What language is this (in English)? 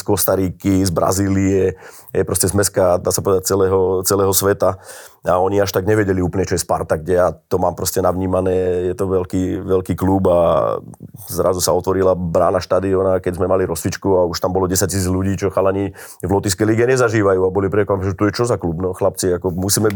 Slovak